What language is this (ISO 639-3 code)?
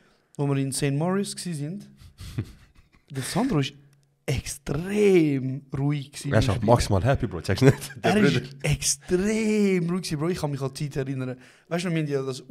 gsw